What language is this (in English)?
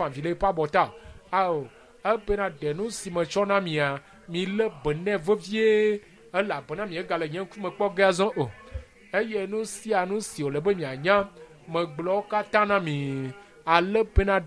Ewe